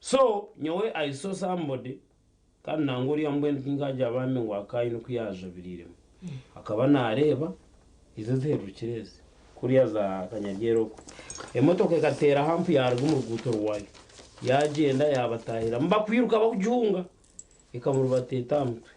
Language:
Nyankole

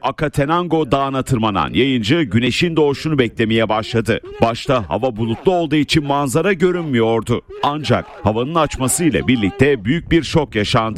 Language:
Turkish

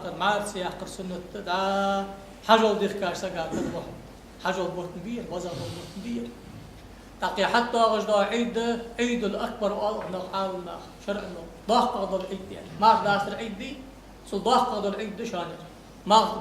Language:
Ingush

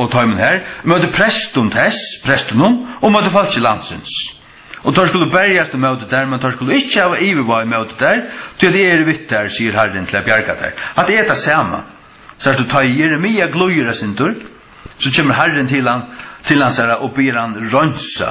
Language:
Faroese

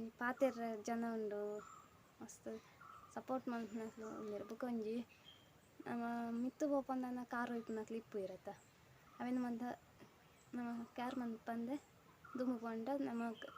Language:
Tulu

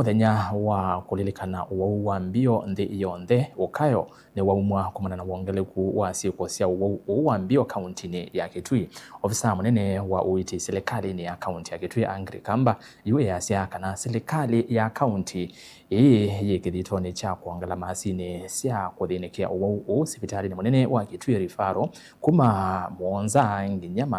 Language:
Kamba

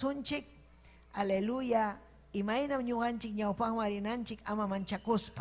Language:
Ayacucho Quechua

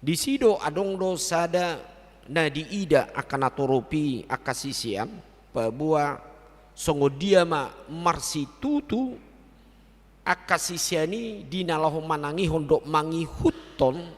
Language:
Batak Toba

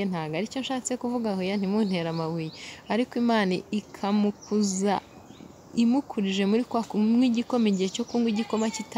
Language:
Kinyarwanda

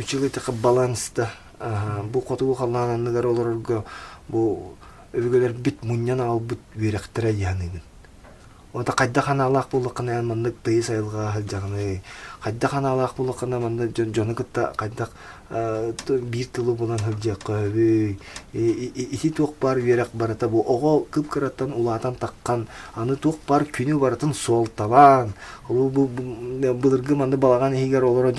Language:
Yakut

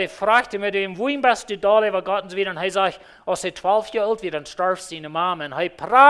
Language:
Plautdietsch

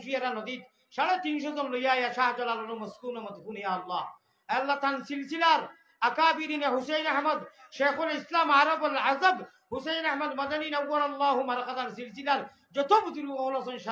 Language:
Sylheti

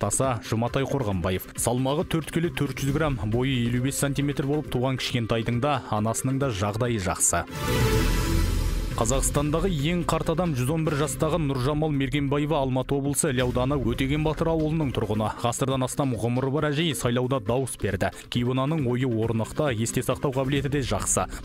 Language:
Kazakh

